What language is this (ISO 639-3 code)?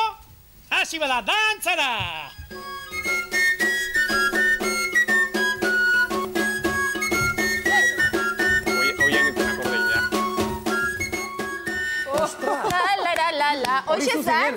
eus